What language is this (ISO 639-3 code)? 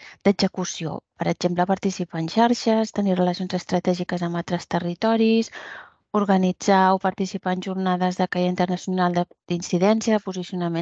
cat